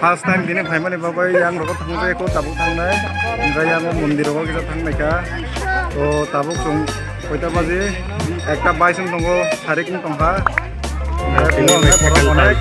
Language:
Kok Borok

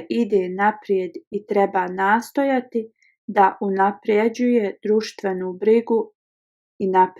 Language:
Bosnian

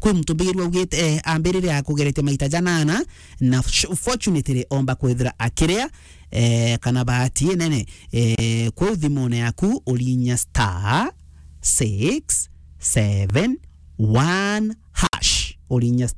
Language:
Meru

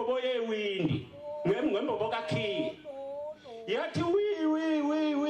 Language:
Zulu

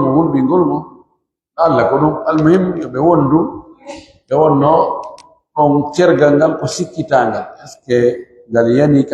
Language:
Pular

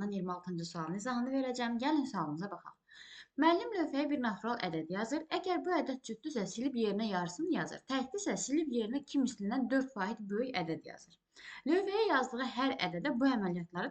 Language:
Azerbaijani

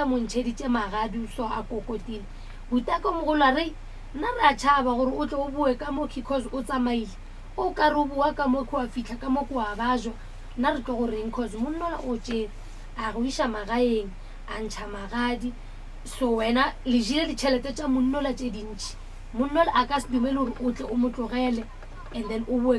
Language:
Northern Sotho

